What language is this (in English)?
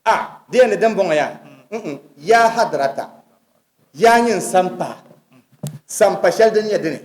Dagbani